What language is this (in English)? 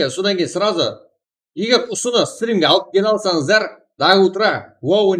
Kara-Kalpak